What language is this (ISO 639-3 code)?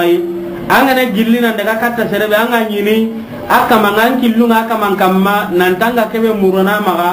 snk